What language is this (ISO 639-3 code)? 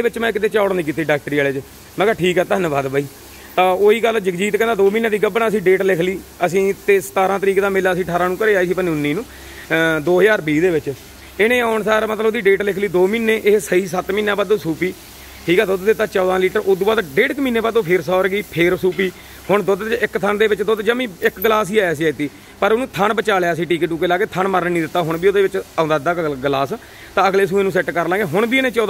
pan